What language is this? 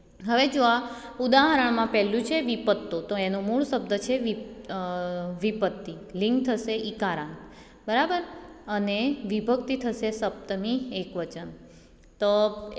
Gujarati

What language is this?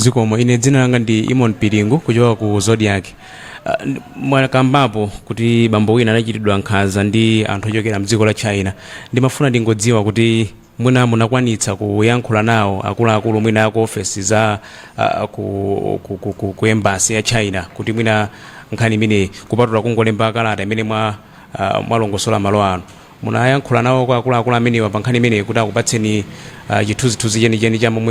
Nyanja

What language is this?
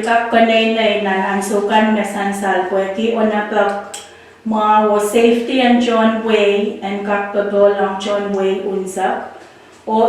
Pohnpeian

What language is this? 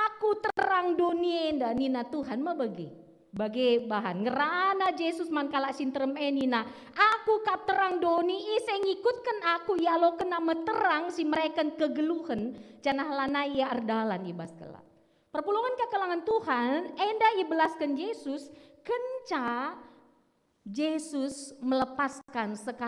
Batak Karo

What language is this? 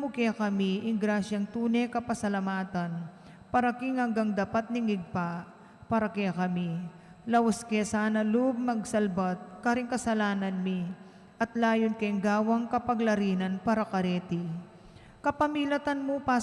Pampanga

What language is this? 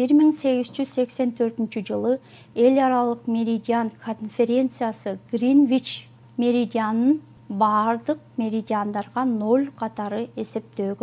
Kyrgyz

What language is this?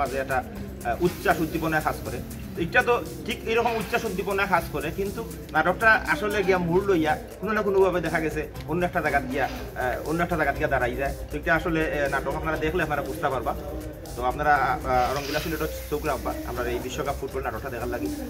Sylheti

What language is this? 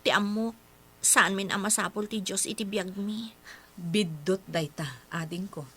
Iloko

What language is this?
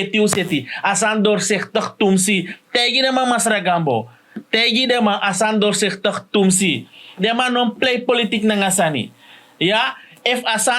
Sranan Tongo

